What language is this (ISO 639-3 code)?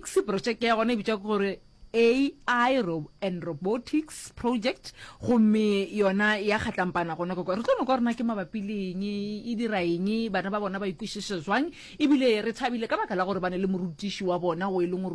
nso